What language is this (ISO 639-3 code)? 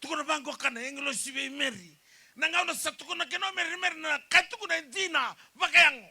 fij